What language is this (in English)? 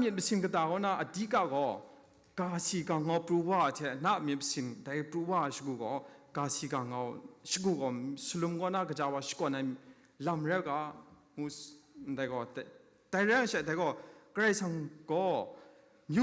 Kachin